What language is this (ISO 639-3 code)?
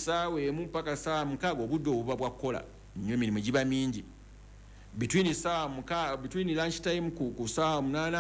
lug